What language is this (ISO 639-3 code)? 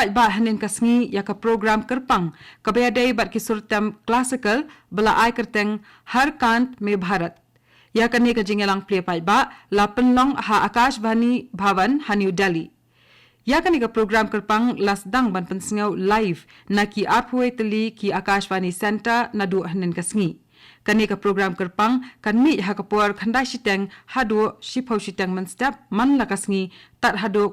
kha